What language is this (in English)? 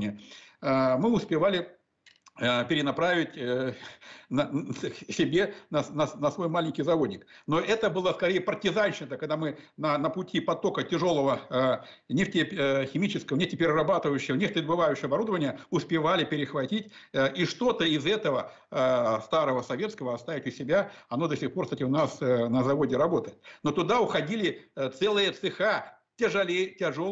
Russian